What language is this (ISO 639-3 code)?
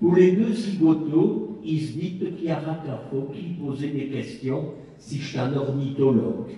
pcd